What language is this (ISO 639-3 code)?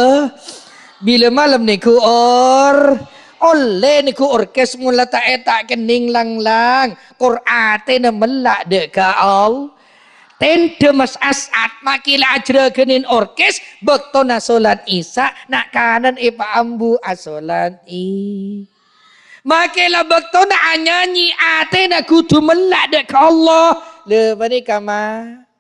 mad